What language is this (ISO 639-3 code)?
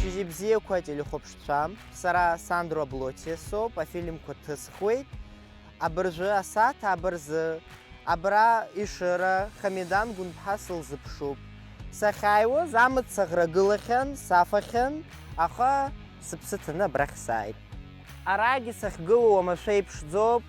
abk